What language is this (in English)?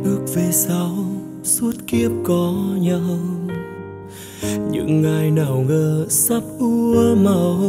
Vietnamese